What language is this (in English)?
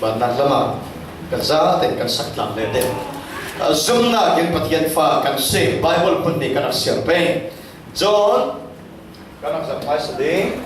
Falam Chin